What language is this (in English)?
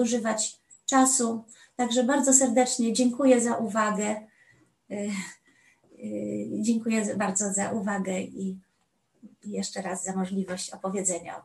Polish